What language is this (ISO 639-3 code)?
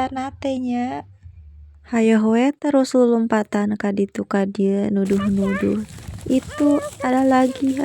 sun